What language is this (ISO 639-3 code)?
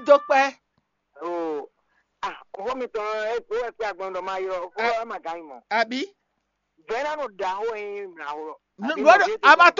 fon